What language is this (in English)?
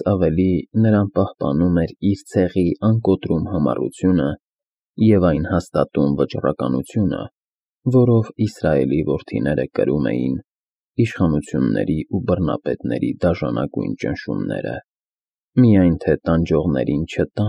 Armenian